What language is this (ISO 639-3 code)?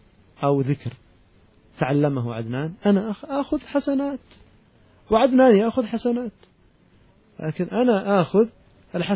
bos